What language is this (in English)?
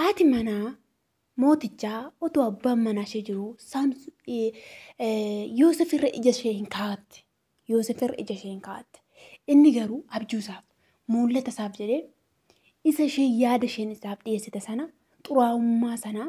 Oromo